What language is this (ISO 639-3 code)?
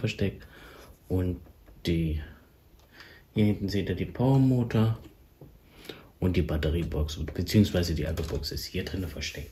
deu